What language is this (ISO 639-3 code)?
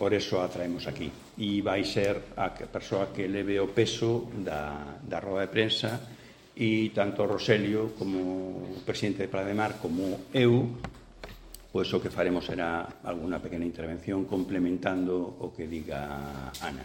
glg